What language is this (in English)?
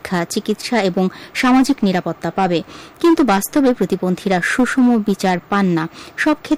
Bangla